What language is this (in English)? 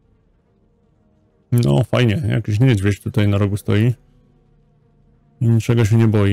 Polish